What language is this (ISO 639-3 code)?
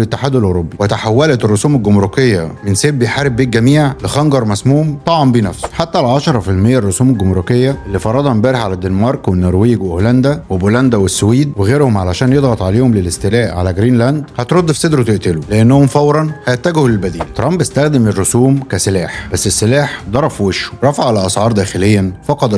arz